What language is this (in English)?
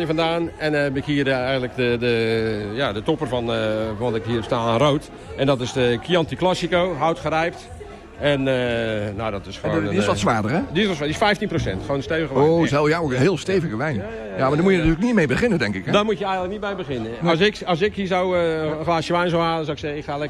Dutch